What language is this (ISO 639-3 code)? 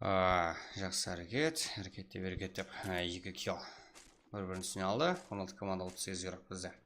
kaa